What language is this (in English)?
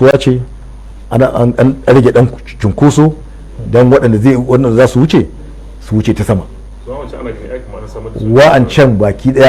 Hausa